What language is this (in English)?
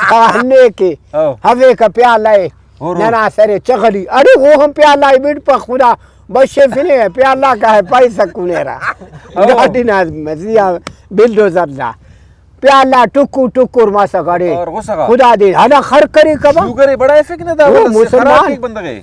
Brahui